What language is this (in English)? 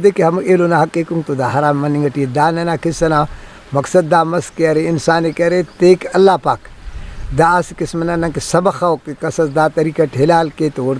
Brahui